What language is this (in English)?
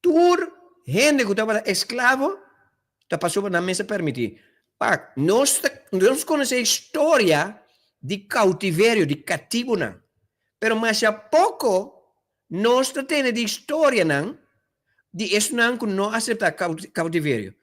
Papiamento